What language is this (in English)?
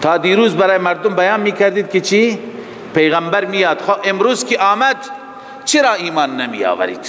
Persian